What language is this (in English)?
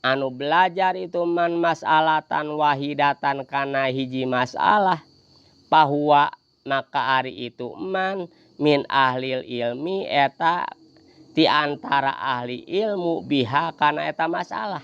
Sundanese